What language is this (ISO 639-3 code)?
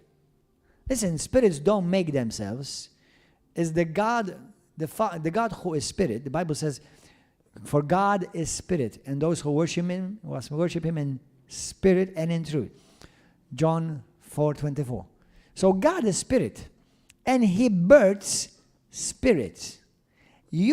eng